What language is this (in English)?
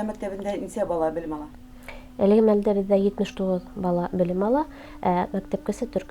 Bashkir